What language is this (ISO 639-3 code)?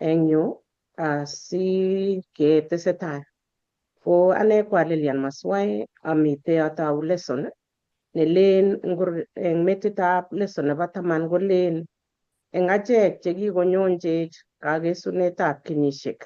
kln